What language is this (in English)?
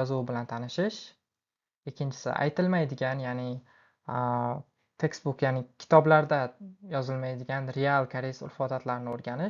Uzbek